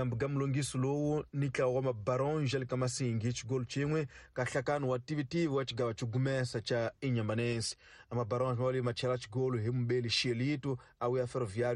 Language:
Tsonga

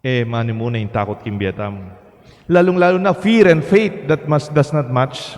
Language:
Pampanga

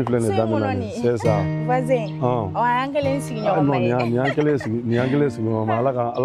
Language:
Bambara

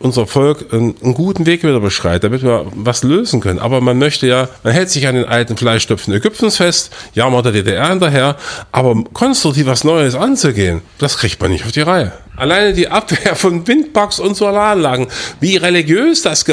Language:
German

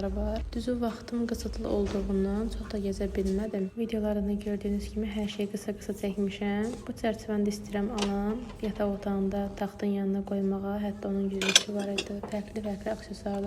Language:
Azerbaijani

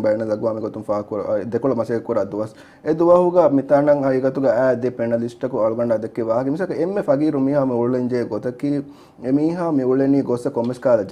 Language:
Divehi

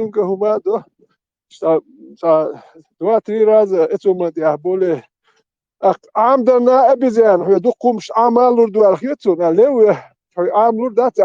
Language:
Chechen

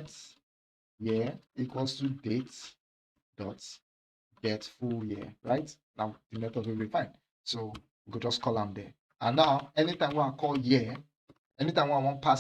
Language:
Nigerian Pidgin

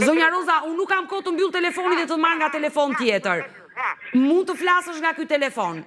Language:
Albanian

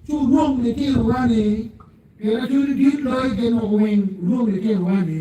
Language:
Acoli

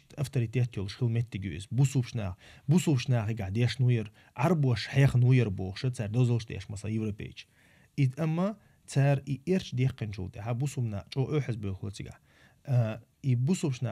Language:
Chechen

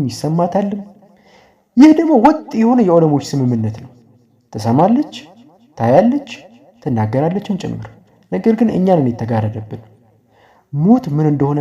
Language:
Amharic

